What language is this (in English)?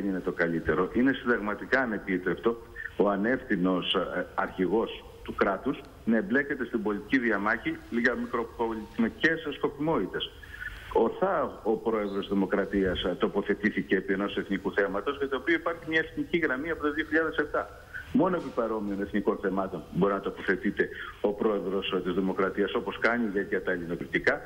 Greek